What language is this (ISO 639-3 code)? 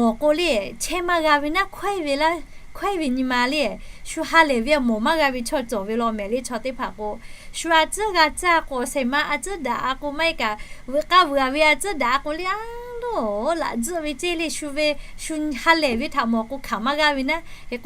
lhu